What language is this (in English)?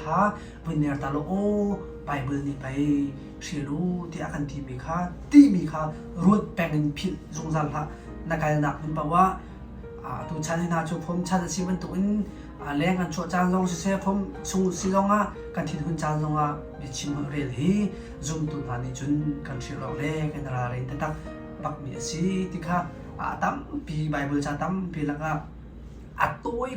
Hakha Chin